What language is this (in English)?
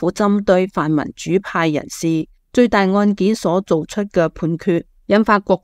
Cantonese